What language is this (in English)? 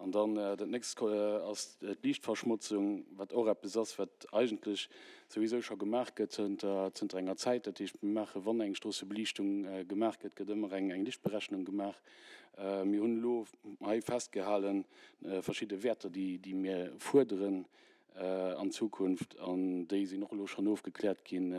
Luxembourgish